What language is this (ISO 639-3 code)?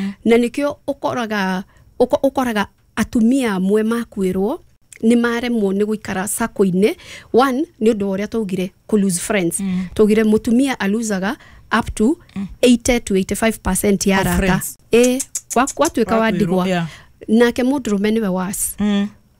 kik